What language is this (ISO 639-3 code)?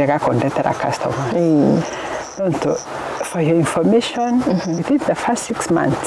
mer